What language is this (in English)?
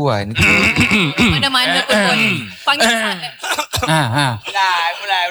Malay